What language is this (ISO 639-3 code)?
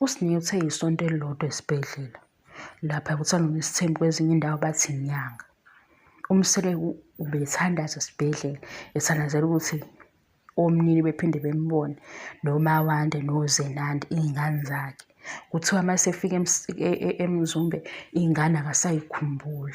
zul